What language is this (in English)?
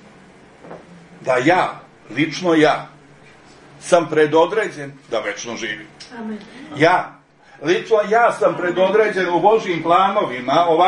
Serbian